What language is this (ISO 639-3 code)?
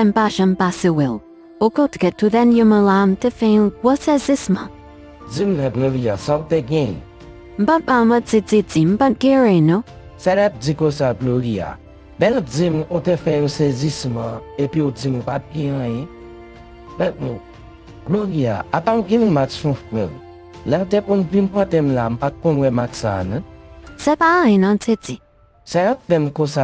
hat